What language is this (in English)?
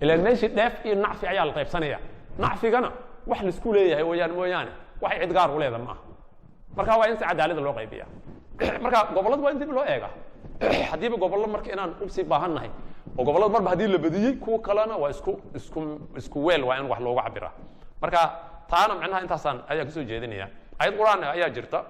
Somali